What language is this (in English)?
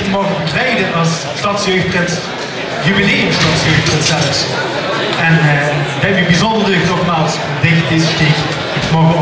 Limburgish